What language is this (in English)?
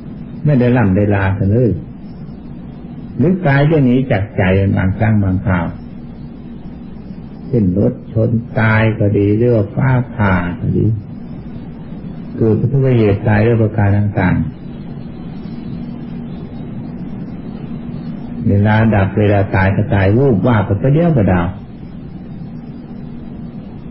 Thai